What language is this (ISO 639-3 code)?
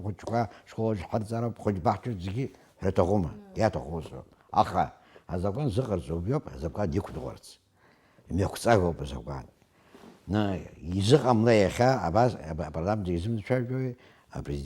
abk